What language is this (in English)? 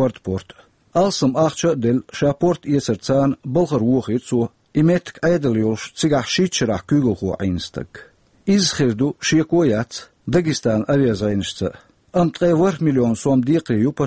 Chechen